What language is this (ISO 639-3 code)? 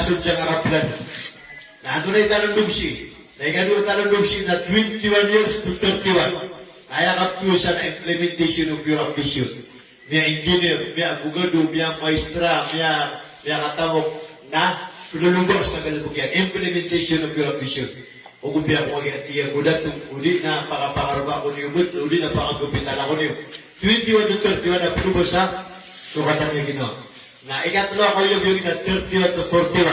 mrw